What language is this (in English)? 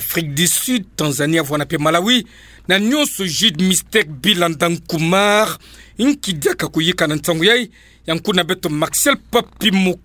Kituba (Democratic Republic of Congo)